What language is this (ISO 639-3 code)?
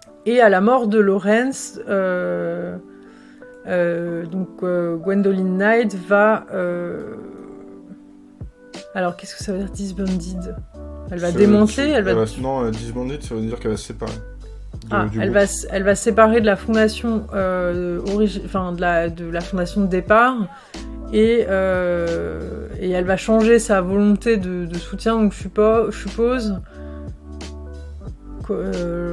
fra